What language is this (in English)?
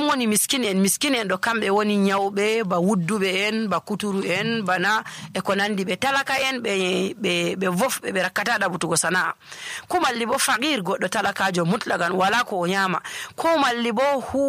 Nigerian Fulfulde